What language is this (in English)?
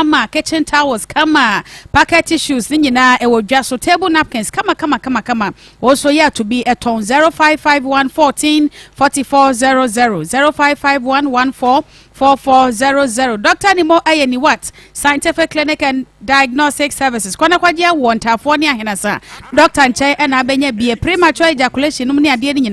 Akan